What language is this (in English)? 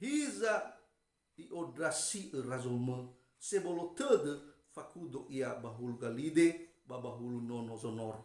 Nias